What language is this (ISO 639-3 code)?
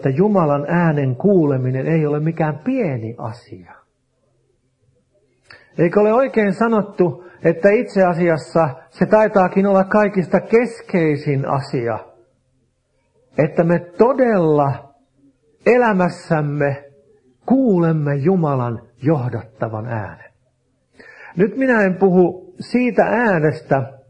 fin